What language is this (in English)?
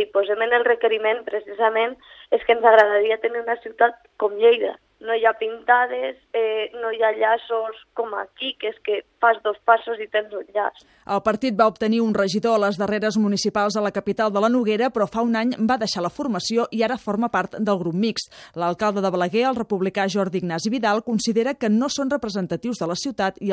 Catalan